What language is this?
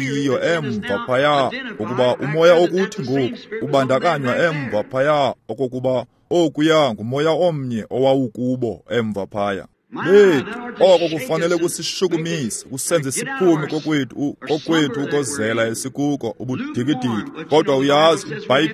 Xhosa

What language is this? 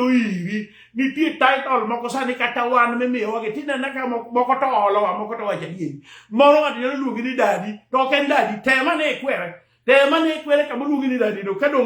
Luo (Kenya and Tanzania)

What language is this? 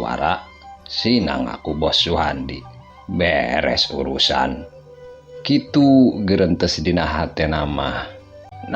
Sundanese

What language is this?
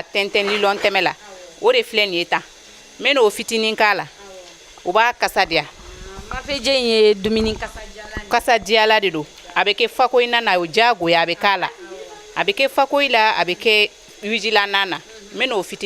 Bambara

